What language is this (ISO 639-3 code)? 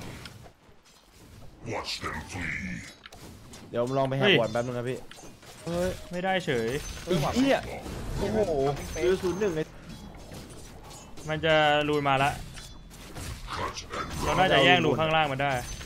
tha